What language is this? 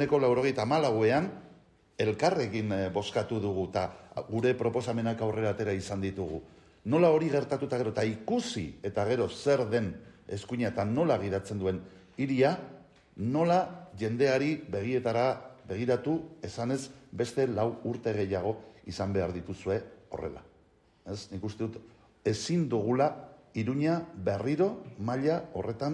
Basque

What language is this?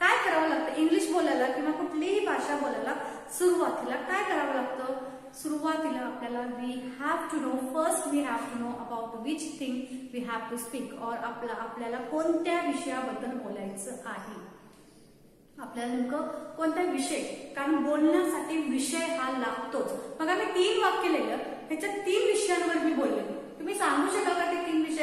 Marathi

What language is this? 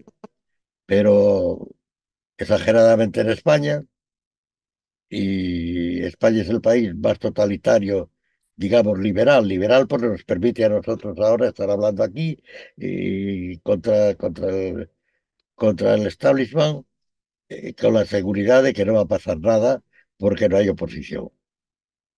Spanish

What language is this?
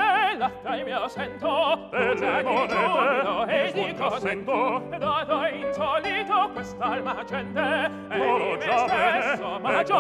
Italian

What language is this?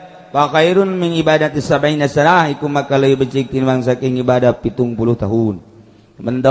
Sundanese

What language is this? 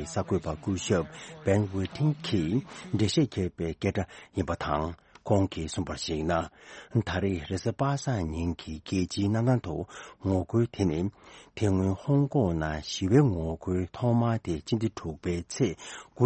Tibetan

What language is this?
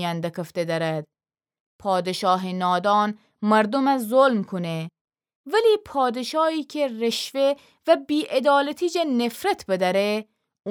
Gilaki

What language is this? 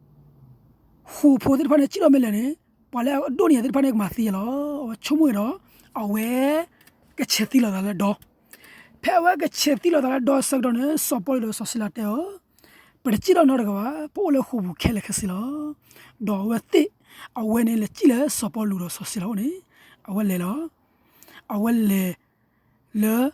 S'gaw Karen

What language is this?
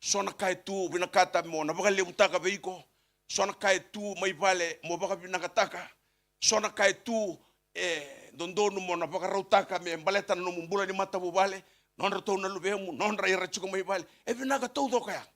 Fijian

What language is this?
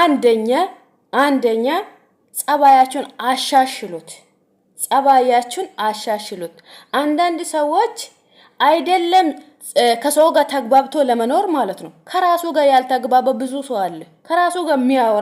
Amharic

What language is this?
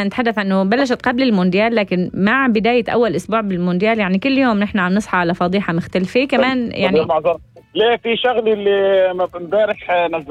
North Levantine Arabic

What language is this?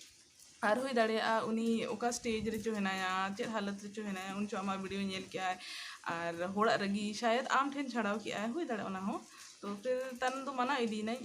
Santali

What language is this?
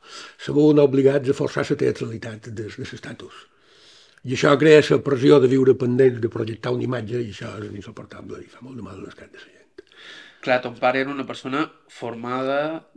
Catalan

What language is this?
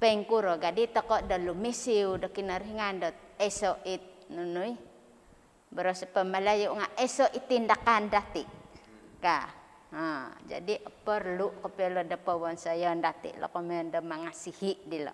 Central Dusun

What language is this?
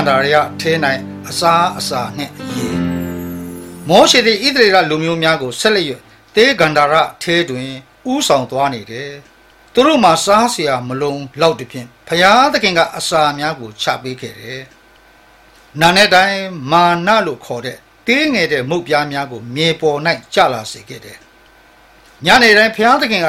Burmese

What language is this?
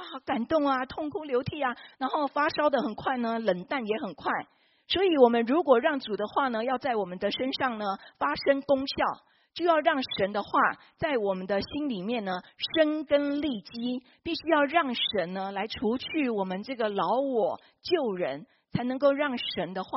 Chinese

